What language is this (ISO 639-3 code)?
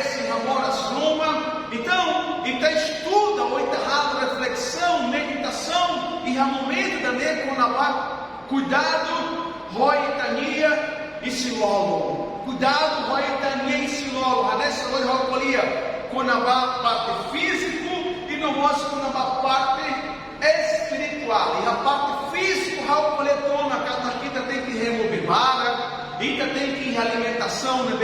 tet